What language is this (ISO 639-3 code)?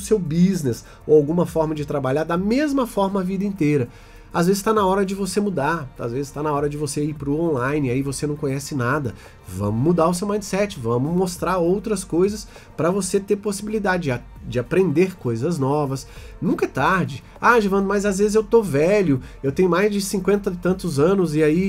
por